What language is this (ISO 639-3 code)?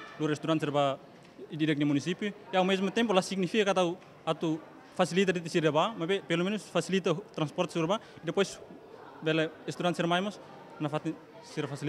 tet